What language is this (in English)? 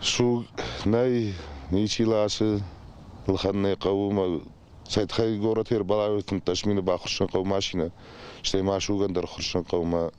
Ossetic